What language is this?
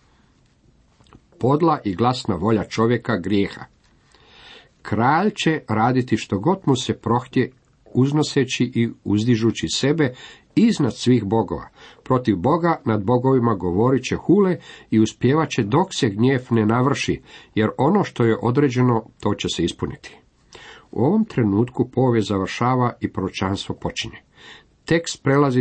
Croatian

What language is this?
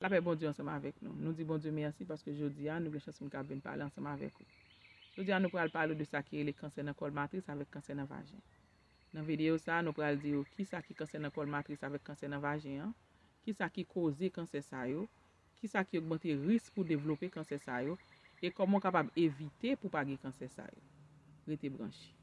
Haitian Creole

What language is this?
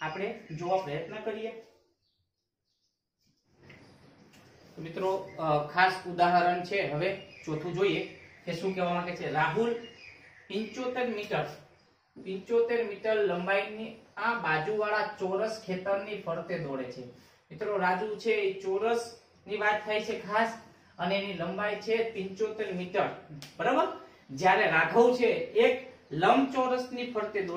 Gujarati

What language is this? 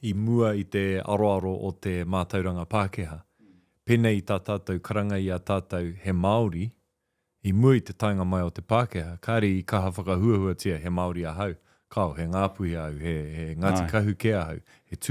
Māori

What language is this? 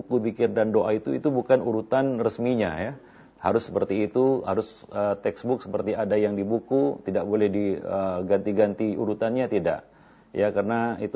Indonesian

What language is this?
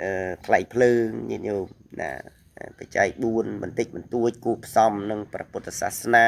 Khmer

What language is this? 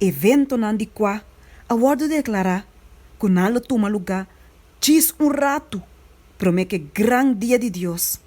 Papiamento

